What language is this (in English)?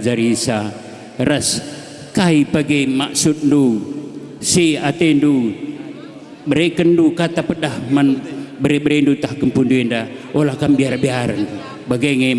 Batak Karo